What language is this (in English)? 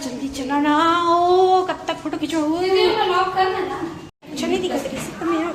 Chhattisgarhi